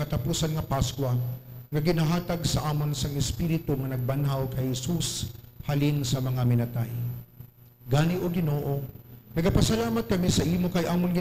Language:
Hiligaynon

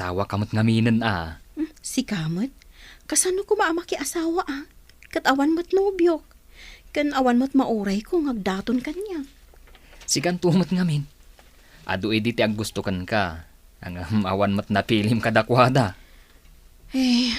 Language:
Iloko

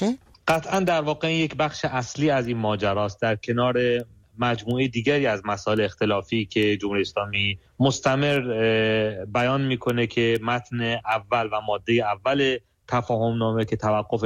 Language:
Persian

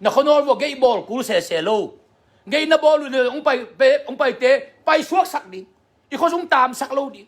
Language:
Tedim Chin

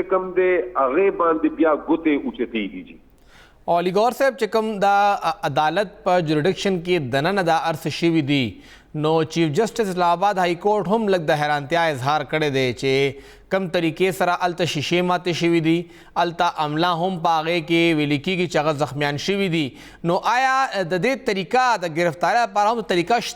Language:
Pashto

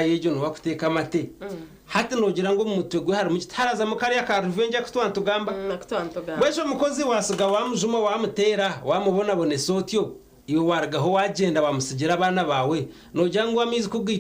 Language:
Nyankole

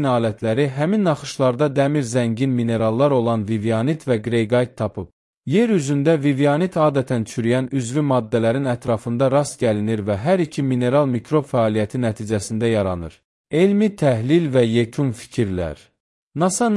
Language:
Azerbaijani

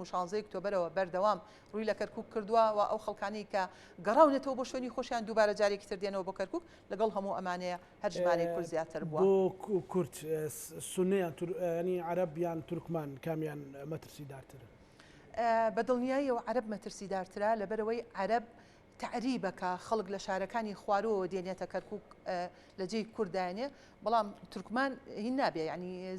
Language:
Central Kurdish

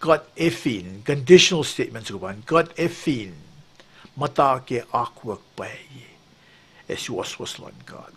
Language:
Kosraean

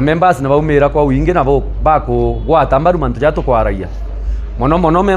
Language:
Meru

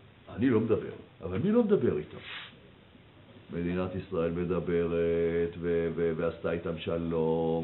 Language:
Hebrew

